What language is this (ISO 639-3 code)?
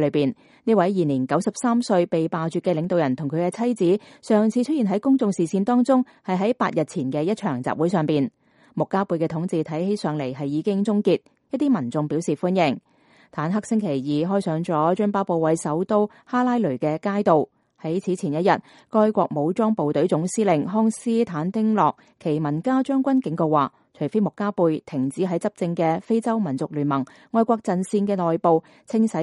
yue